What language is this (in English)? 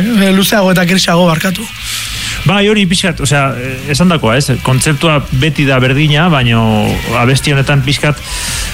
Basque